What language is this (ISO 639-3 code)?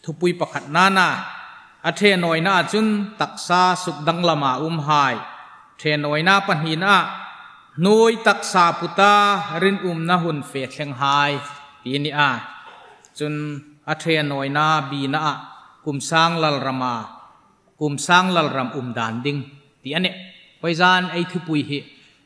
hmr